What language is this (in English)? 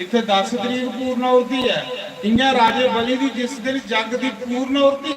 Dogri